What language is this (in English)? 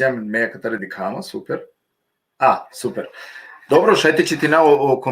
Balkan Romani